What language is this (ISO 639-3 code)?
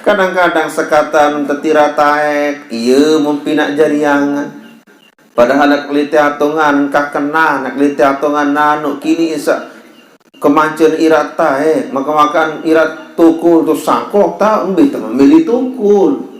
sas